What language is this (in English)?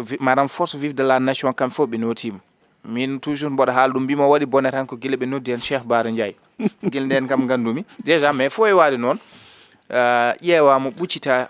Fula